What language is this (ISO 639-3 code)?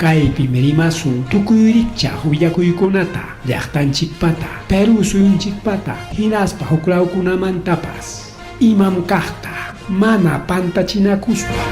quy